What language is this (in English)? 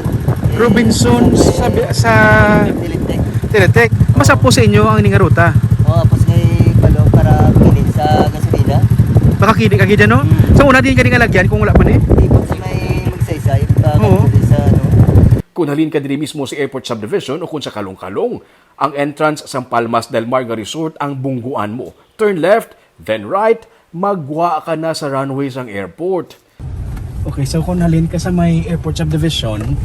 Hiligaynon